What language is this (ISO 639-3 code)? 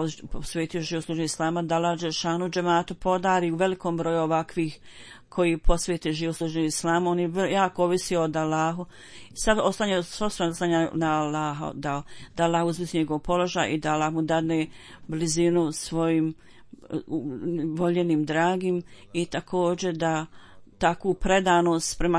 bos